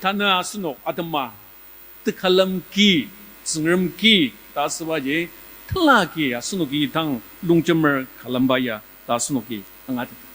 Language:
Ao Naga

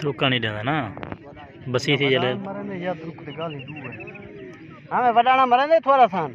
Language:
Saraiki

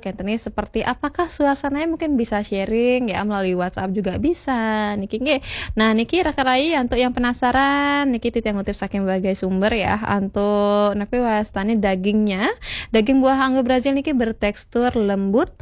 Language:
Balinese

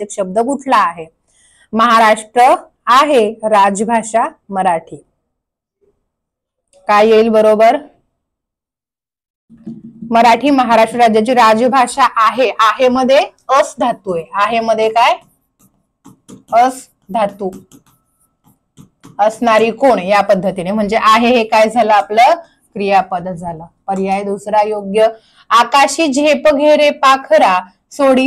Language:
Marathi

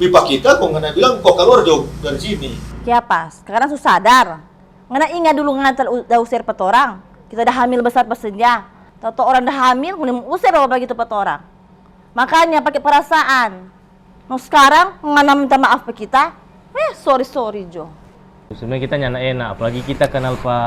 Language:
Manado Malay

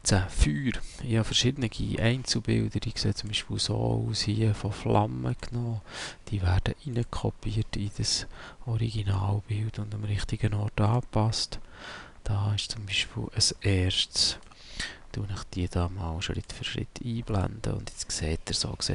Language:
Swiss German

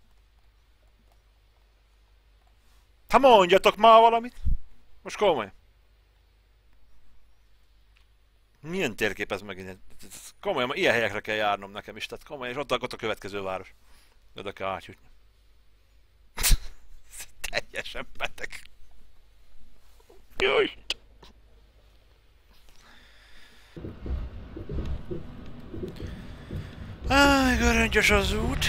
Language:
Hungarian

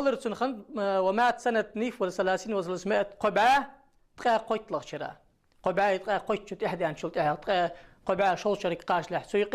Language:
Ingush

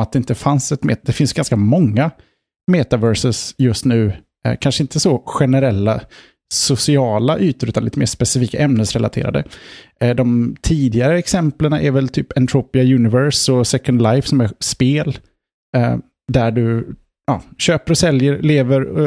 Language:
Swedish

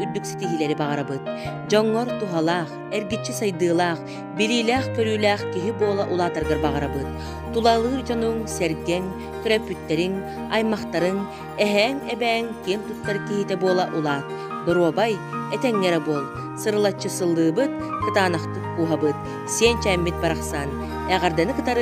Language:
Yakut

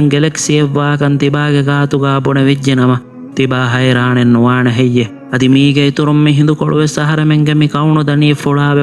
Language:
Divehi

